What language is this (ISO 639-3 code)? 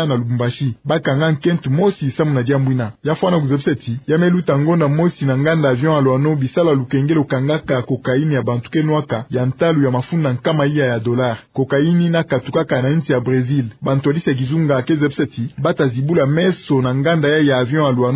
ktu